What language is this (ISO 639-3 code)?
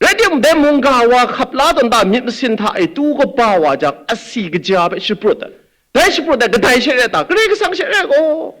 kac